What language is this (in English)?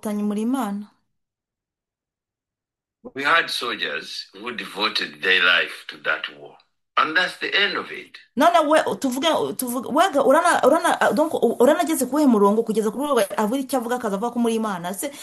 Kinyarwanda